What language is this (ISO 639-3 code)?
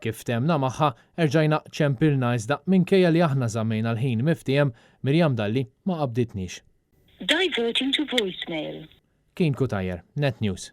mlt